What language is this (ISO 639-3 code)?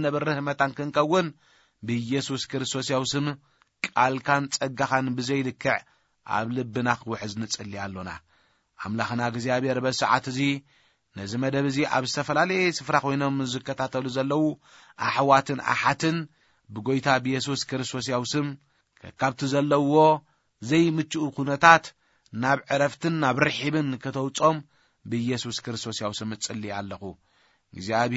tir